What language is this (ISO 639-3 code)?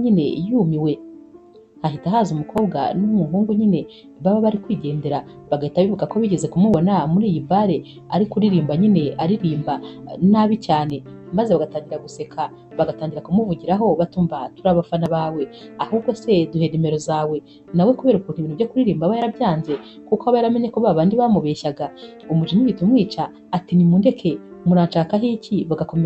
kin